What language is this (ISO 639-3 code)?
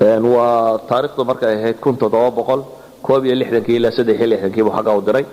som